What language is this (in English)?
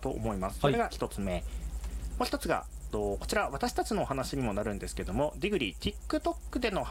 Japanese